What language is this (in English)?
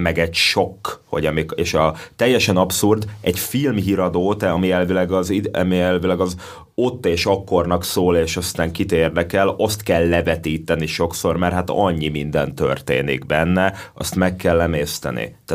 Hungarian